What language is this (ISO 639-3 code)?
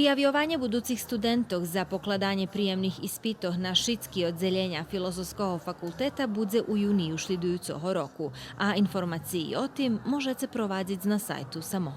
rue